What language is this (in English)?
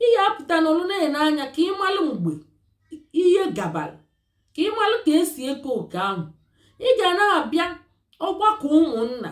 Igbo